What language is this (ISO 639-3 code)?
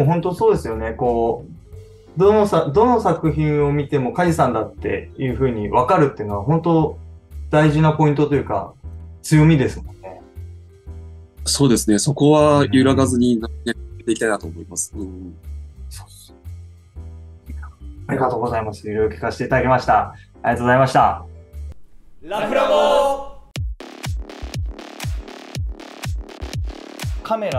jpn